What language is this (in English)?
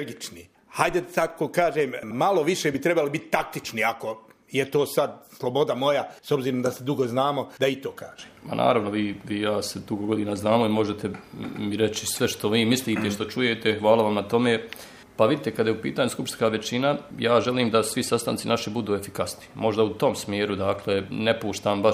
Bosnian